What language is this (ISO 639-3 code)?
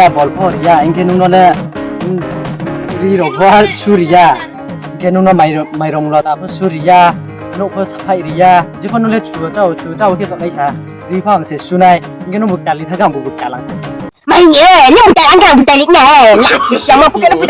ria